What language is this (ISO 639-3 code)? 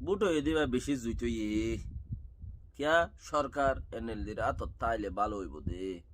rhg